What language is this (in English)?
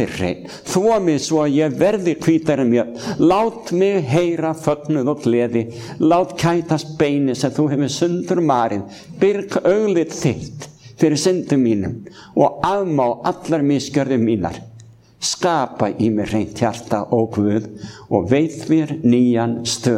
Icelandic